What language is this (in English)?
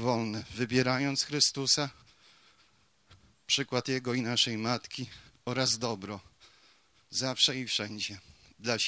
Polish